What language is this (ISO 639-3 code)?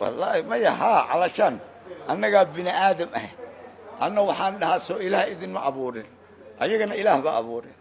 som